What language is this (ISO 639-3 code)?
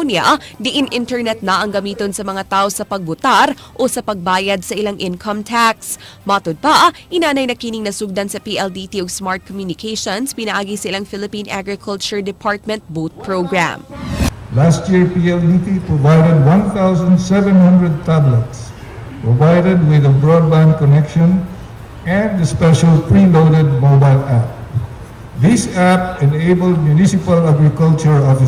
ceb